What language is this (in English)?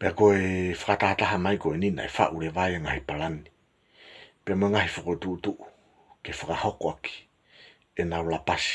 Tongan